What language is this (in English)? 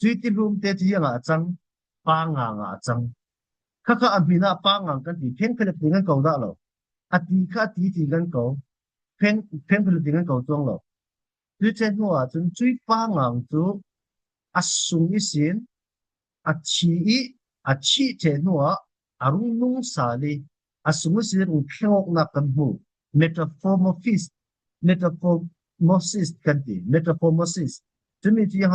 Falam Chin